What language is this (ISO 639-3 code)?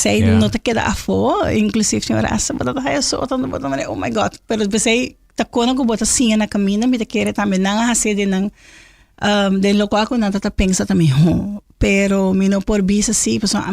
pap